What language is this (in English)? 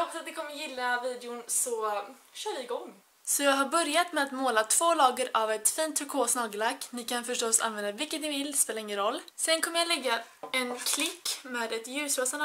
Swedish